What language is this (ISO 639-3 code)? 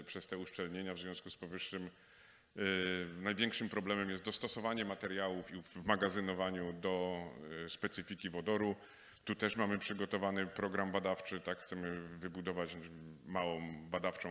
pol